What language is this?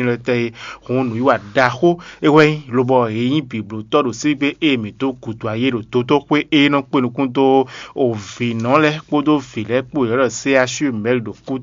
Fon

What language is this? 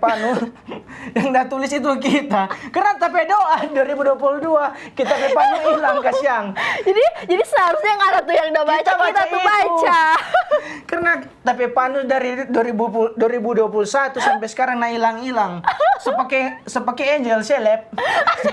Manado Malay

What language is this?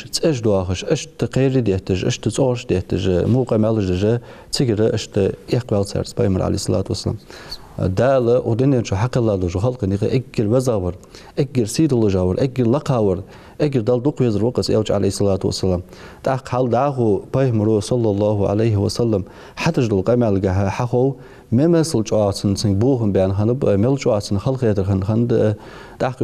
Ingush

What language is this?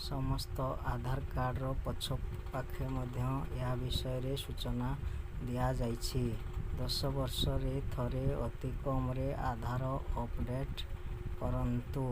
Odia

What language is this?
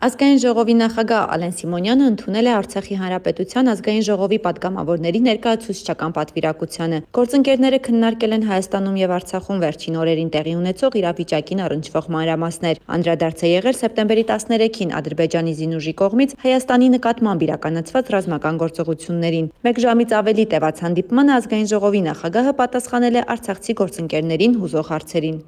Armenian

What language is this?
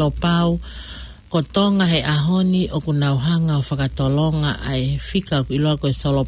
Tongan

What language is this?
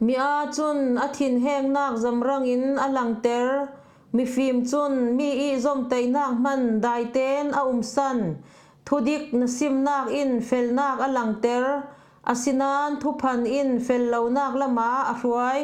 Falam Chin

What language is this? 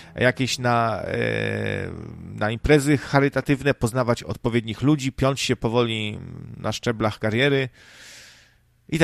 Polish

